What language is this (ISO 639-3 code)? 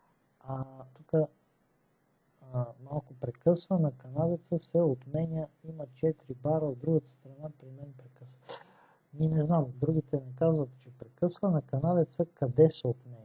bul